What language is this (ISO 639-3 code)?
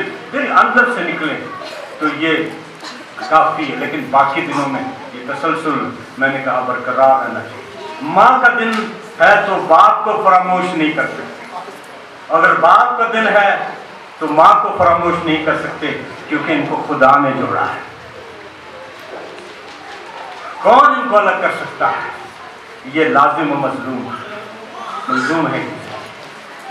urd